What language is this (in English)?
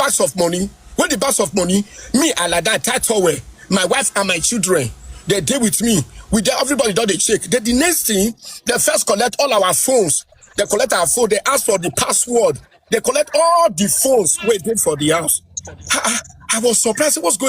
Nigerian Pidgin